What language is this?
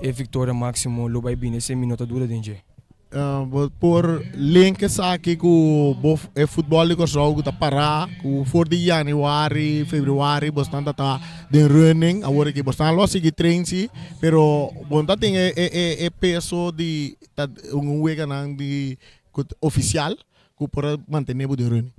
Papiamento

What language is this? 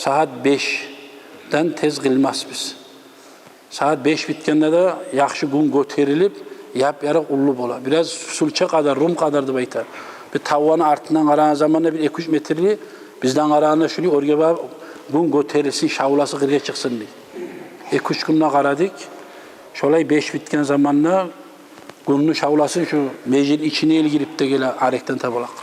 Kumyk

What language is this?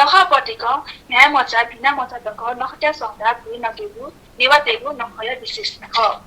Newari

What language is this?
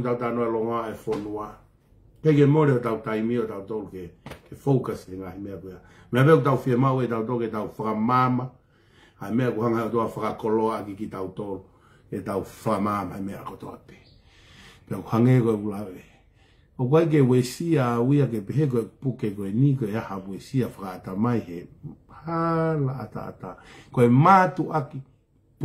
Tongan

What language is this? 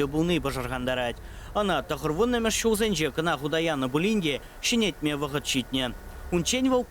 Chuvash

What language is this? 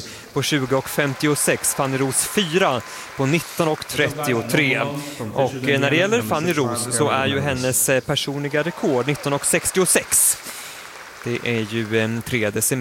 Swedish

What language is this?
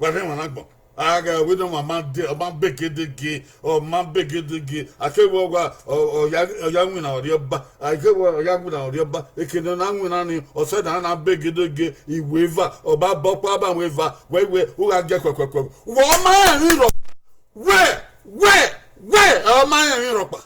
Bini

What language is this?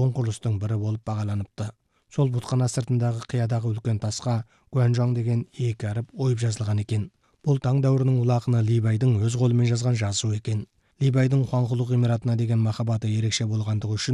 Kazakh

